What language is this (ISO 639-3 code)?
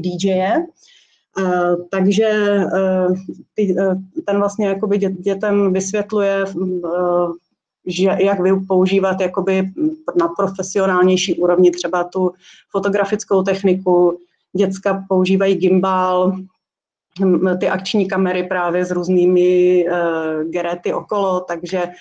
ces